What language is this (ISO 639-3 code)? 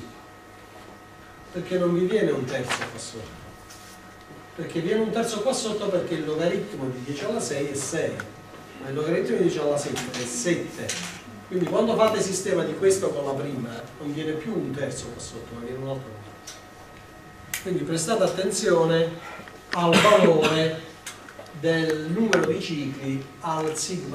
ita